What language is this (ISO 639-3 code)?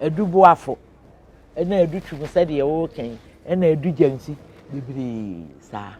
aka